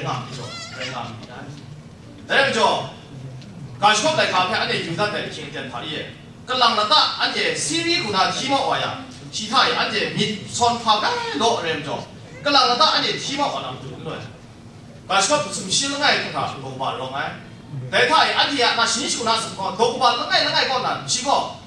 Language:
Kachin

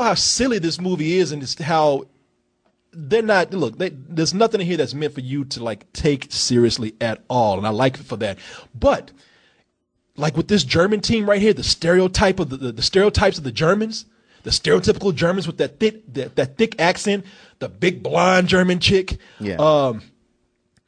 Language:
English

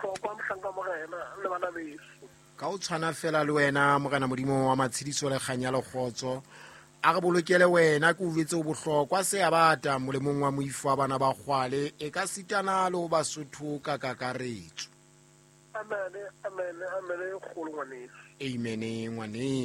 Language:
Southern Sotho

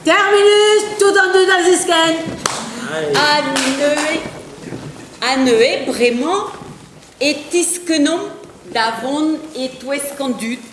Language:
Breton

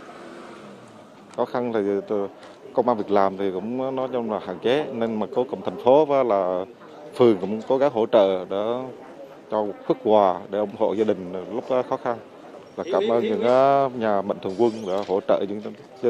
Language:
Vietnamese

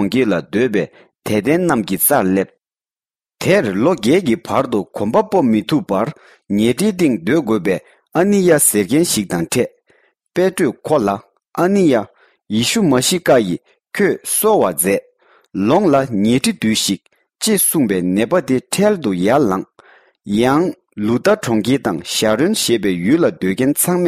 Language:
Tibetan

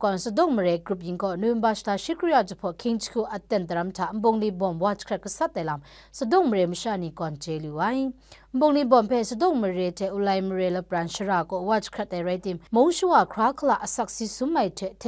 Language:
Kachin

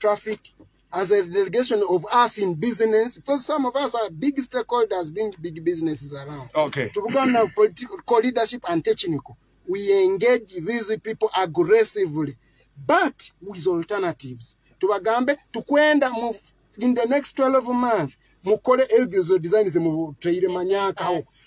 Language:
Nyoro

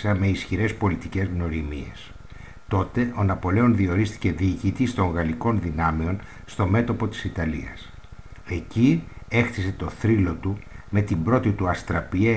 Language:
Greek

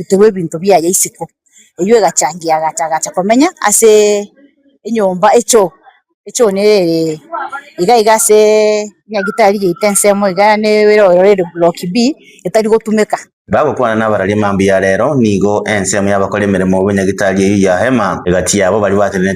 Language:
Gusii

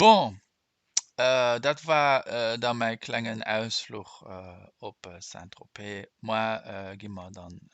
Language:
Luxembourgish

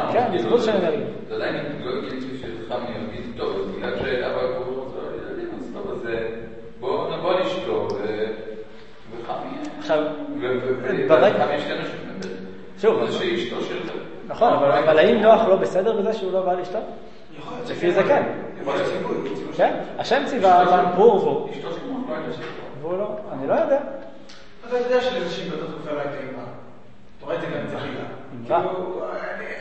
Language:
Hebrew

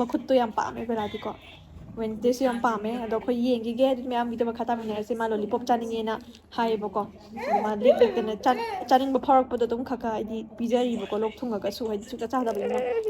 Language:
Manipuri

